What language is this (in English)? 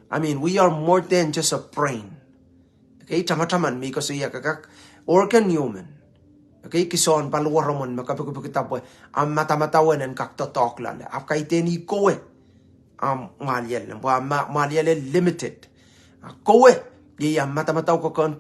Pohnpeian